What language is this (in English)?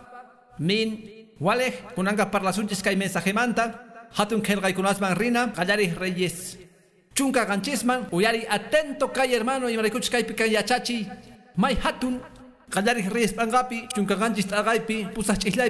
Quechua